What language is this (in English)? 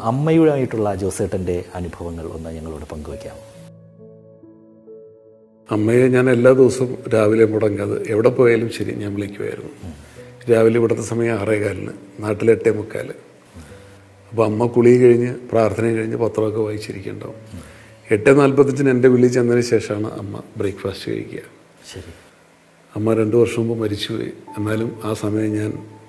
Malayalam